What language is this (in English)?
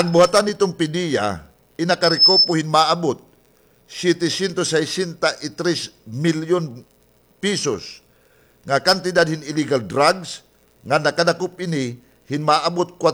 Waray